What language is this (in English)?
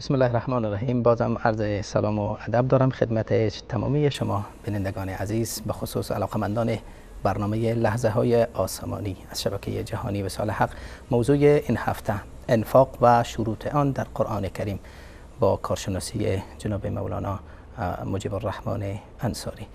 Persian